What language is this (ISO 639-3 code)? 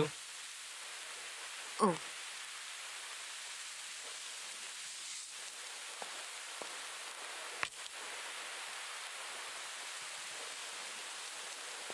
ben